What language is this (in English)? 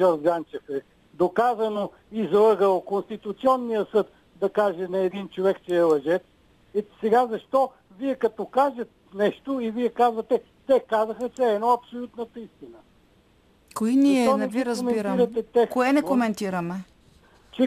Bulgarian